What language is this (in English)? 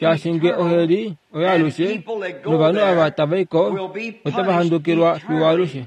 Kuanyama